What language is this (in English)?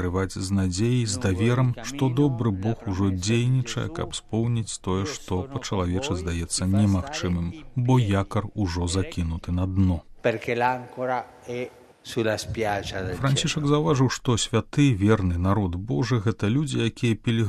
Belarusian